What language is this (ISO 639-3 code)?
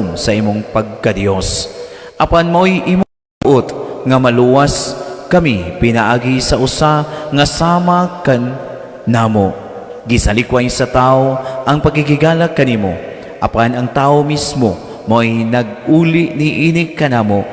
ceb